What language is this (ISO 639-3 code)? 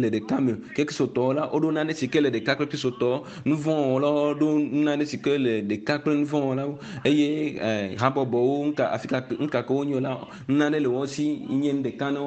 ewe